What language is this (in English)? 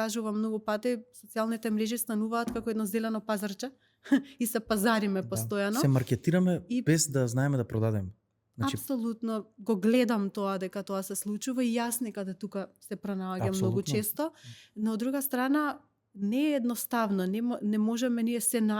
Macedonian